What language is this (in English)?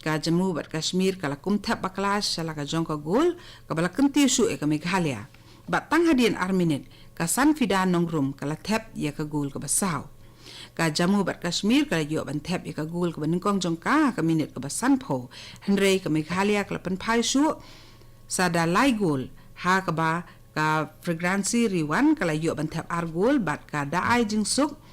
Khasi